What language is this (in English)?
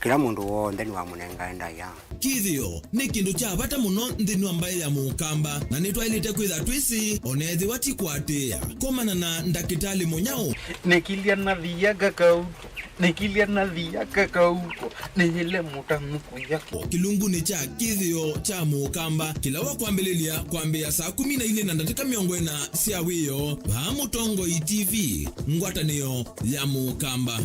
Kamba